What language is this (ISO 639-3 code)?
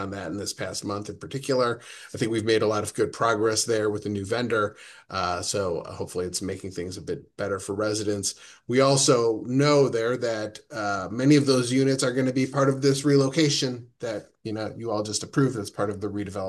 eng